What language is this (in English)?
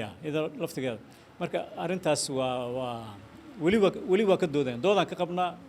Somali